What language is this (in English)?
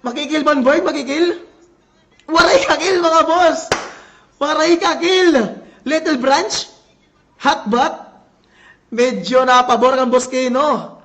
Waray